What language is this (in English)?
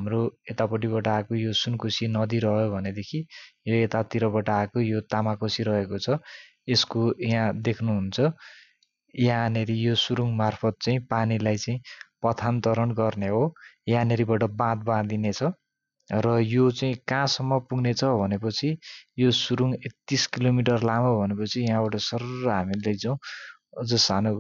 Nepali